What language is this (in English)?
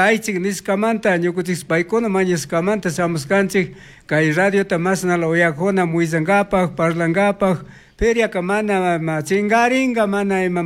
Chimborazo Highland Quichua